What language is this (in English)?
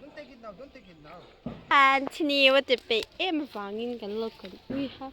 Mizo